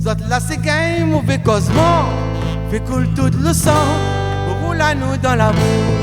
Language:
Réunion Creole French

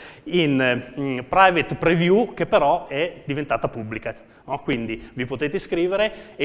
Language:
Italian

